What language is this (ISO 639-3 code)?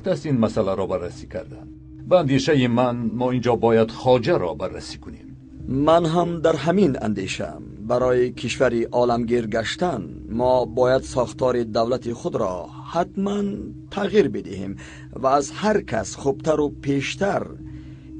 tgk